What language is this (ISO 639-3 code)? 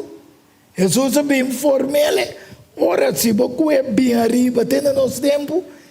pap